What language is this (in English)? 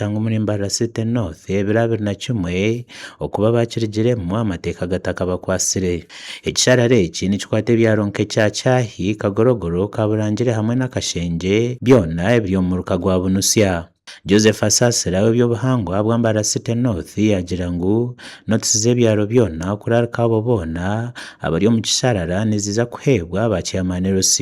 Nyankole